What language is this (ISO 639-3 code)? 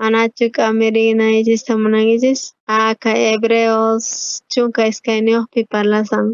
quh